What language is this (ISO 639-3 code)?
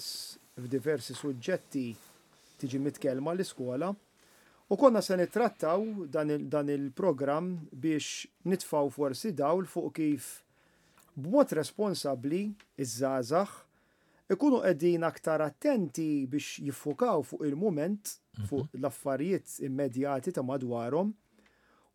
mlt